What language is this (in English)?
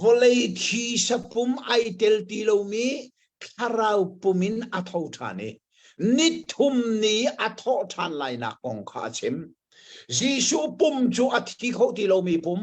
Hakha Chin